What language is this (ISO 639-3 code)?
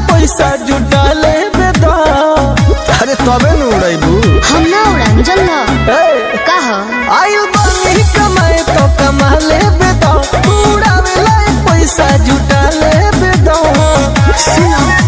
bho